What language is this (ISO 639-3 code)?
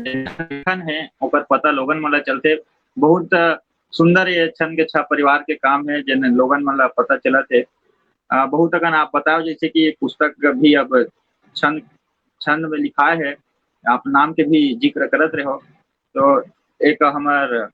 hne